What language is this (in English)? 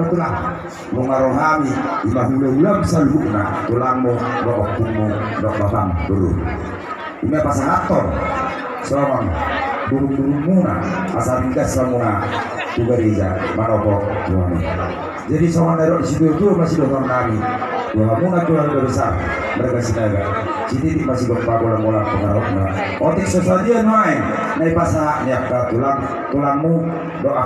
Batak Toba